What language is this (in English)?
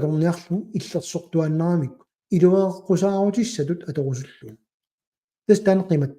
Kalaallisut